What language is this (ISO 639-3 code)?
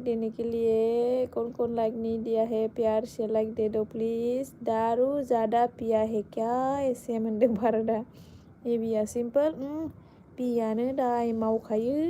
brx